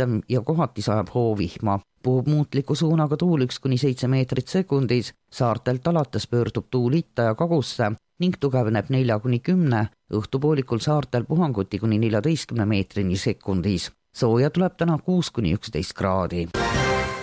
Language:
Estonian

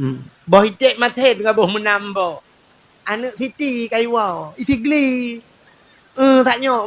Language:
Achinese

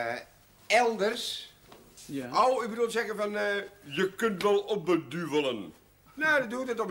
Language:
Dutch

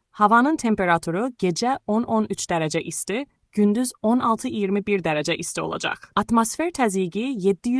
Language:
Azerbaijani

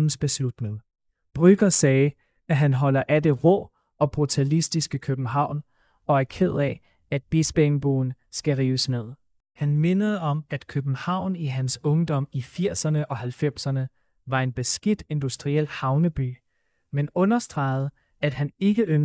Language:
Danish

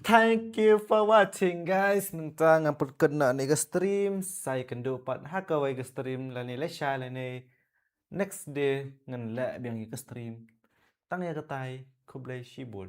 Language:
Khasi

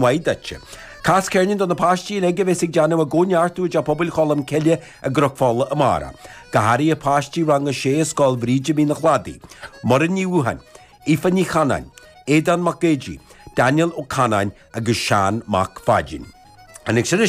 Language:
Irish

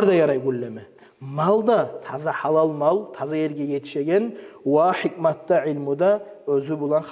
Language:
Kumyk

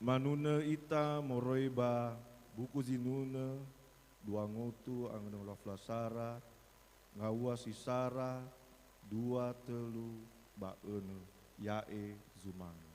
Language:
Nias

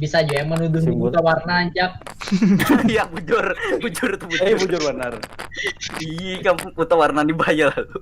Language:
Banjar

